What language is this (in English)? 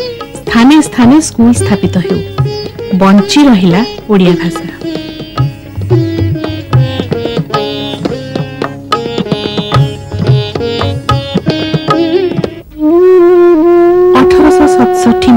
Odia